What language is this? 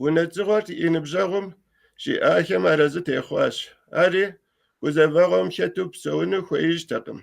Kabardian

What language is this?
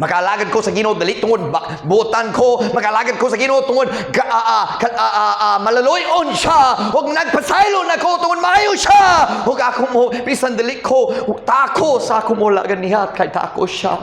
Cebuano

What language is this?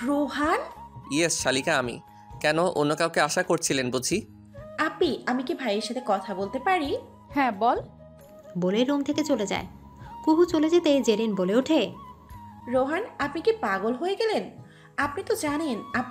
Bangla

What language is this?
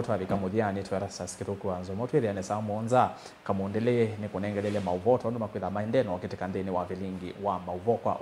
Kamba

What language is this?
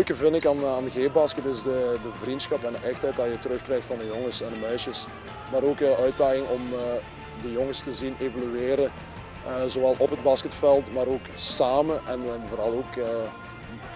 Dutch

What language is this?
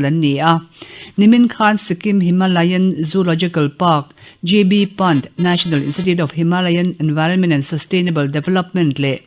Mizo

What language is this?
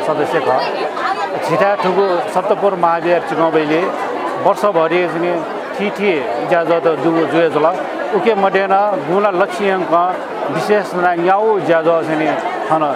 Newari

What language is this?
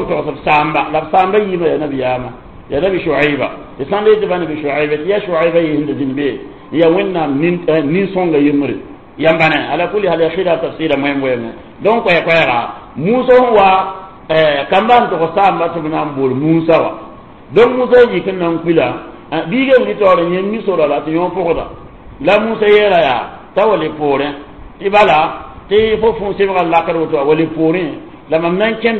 Mossi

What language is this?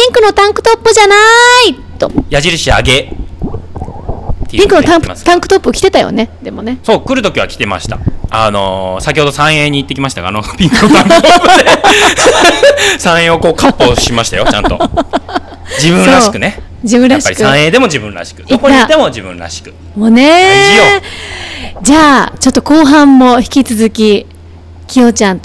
Japanese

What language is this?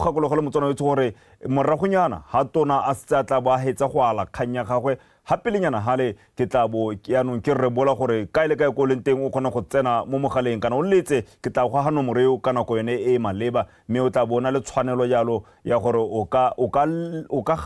Tswana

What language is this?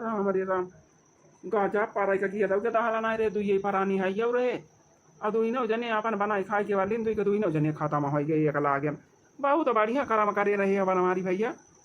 Awadhi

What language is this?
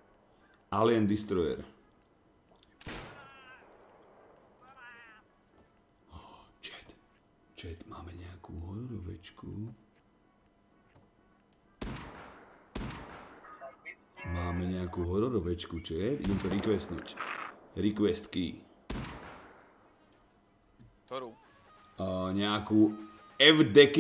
Slovak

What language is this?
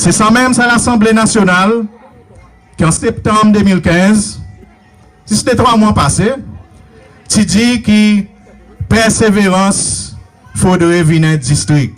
Seselwa Creole French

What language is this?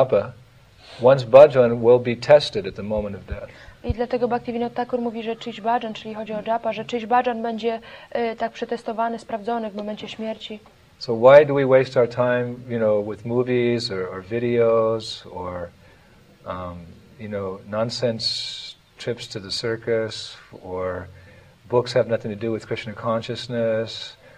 Polish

